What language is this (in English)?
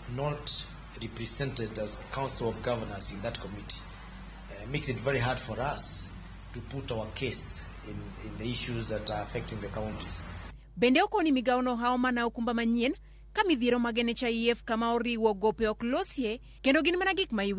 Luo (Kenya and Tanzania)